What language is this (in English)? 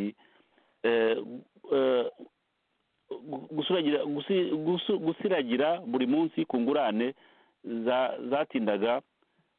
Kinyarwanda